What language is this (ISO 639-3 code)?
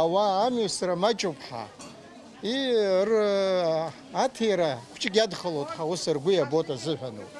abk